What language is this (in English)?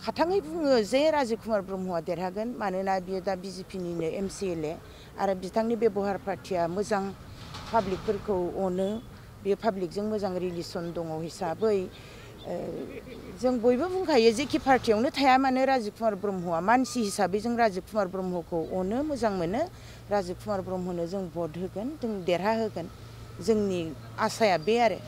Bodo